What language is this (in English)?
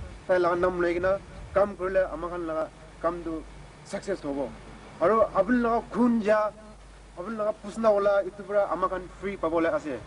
Naga Pidgin